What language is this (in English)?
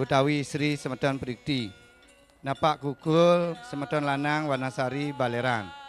Balinese